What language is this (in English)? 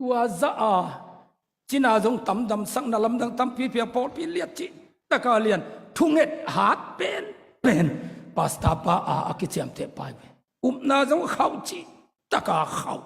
Tedim Chin